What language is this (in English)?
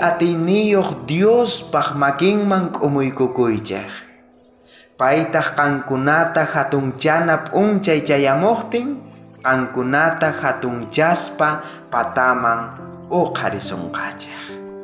South Bolivian Quechua